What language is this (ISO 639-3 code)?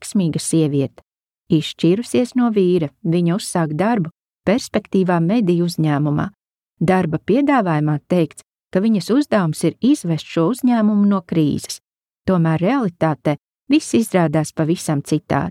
lav